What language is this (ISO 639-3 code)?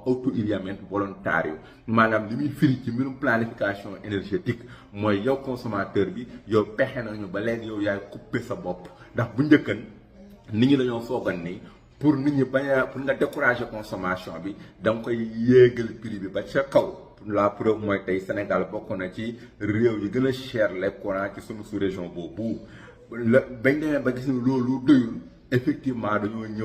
wol